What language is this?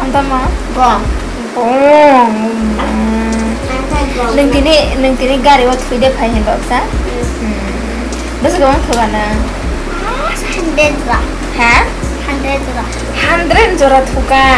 Kok Borok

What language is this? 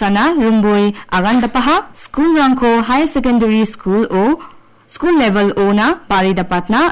Garo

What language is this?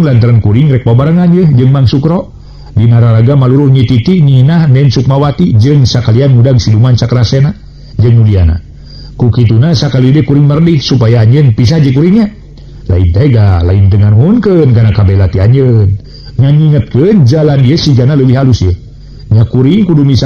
Sundanese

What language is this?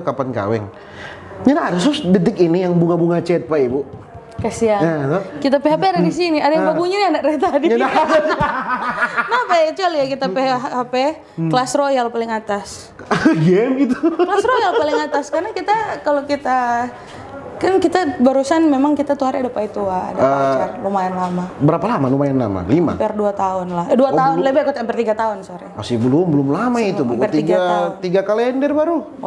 Manado Malay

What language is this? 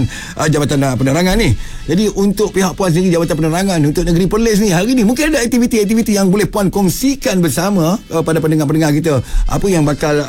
Malay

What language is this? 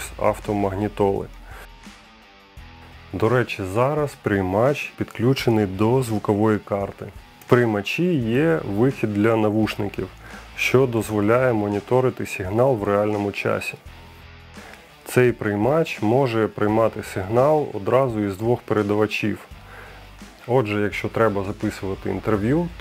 Ukrainian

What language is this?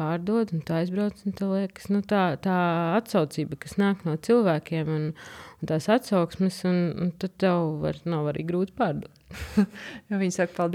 Latvian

